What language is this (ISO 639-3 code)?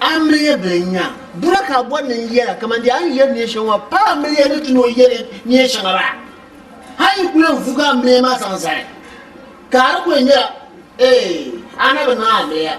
dag